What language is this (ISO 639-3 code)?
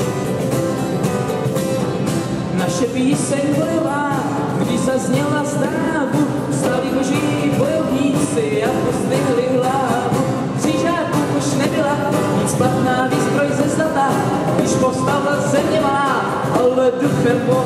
ces